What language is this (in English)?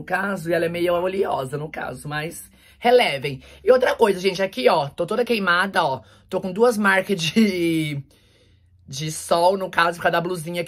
Portuguese